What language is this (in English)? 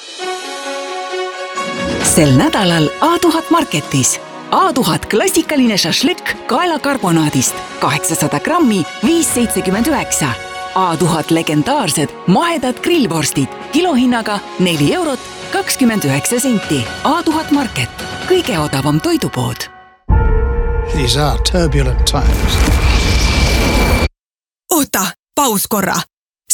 Estonian